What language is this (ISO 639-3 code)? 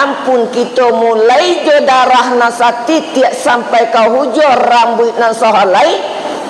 min